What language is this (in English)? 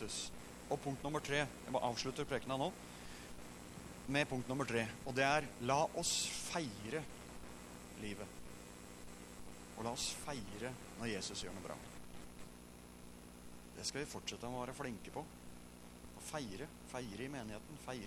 Norwegian